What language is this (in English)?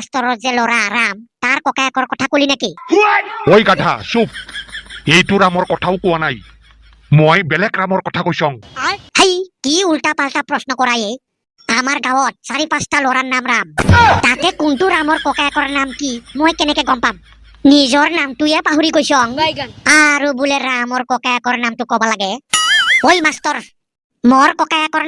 Assamese